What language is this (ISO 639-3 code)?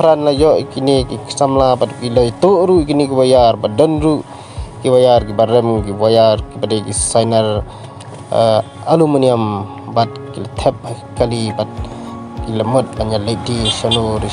kha